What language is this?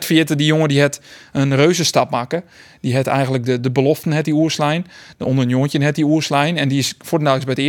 Western Frisian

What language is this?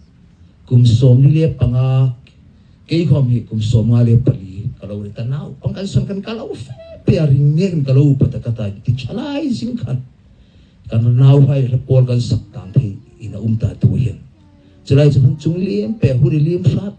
Hmar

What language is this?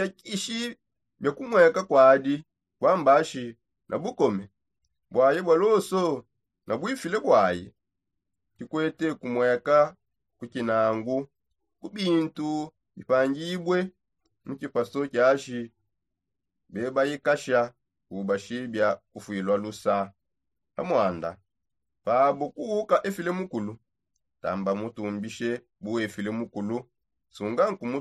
Songe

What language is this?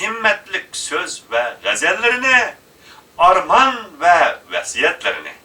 Uyghur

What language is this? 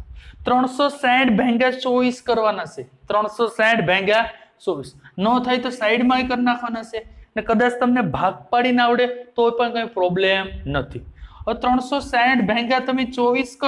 Gujarati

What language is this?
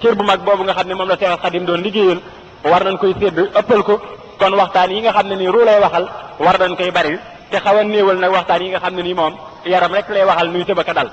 Wolof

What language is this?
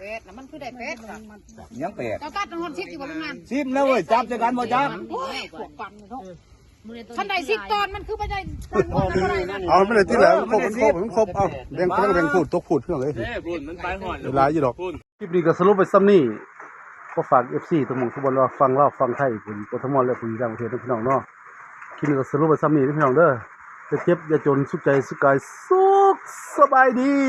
Lao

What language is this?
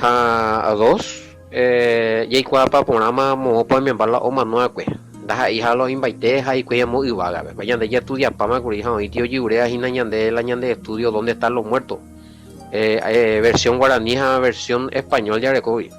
Guarani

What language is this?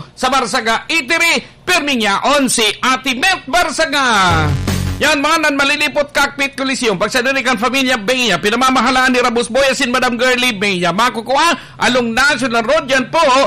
Bikol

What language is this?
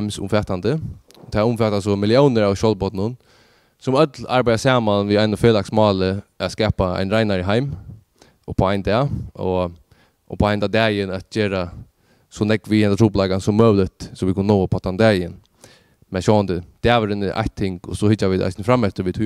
Faroese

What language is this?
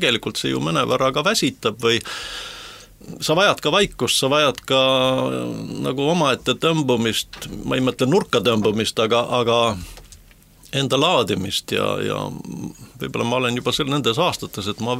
Estonian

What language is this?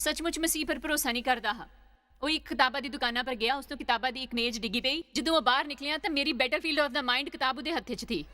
Dogri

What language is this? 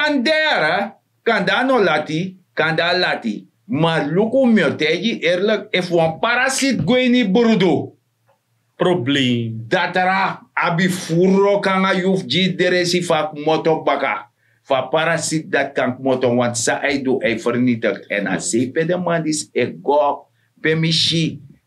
Sranan Tongo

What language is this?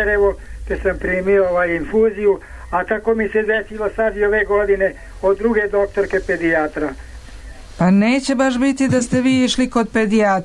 Serbian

